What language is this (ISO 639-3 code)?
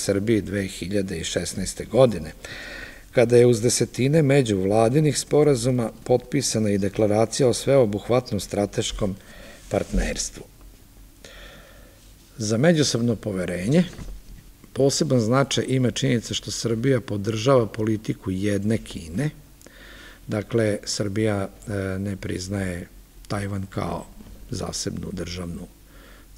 srp